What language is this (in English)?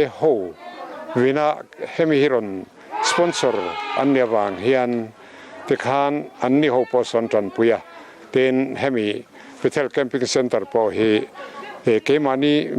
Mizo